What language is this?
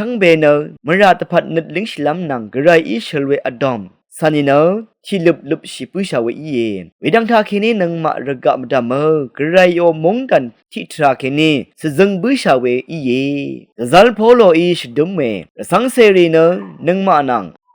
Rawang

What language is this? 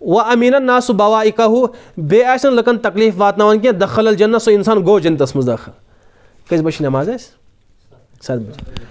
Kashmiri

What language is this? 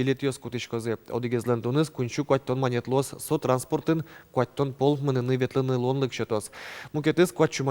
Udmurt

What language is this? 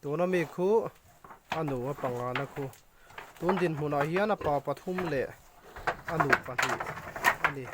Mizo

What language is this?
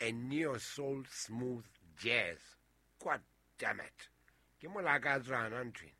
Southern Sotho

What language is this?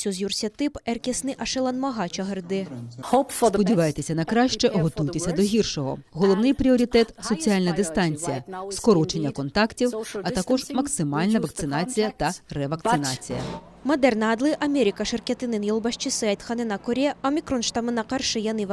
Crimean Tatar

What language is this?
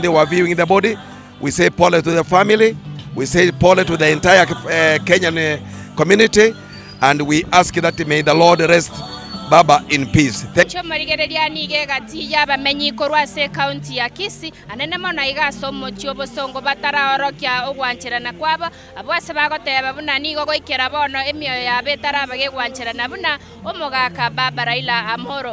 Gusii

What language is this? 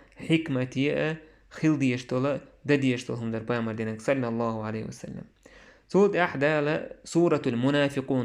Chechen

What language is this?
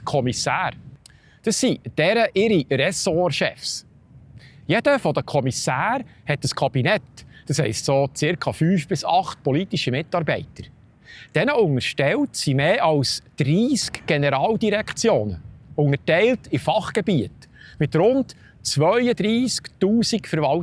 Swiss German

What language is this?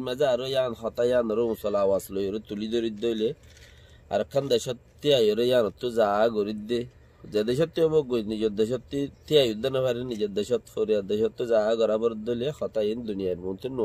Rohingya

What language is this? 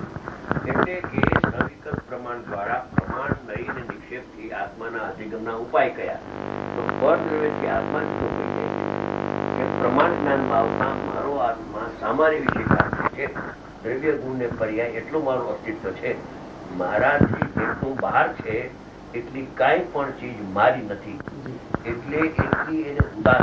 Gujarati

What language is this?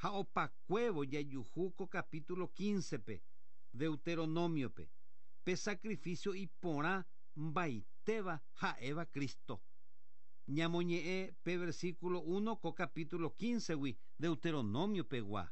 Guarani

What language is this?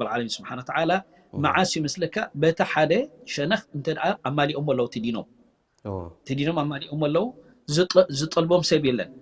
Tigrinya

